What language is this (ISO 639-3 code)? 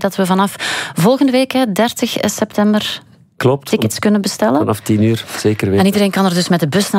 nld